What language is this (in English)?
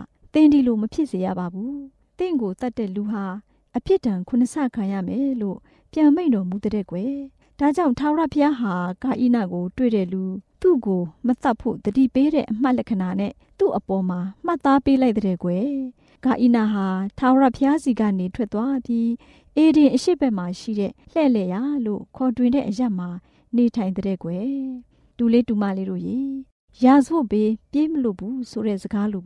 Burmese